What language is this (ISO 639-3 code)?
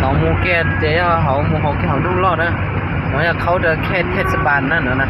hmn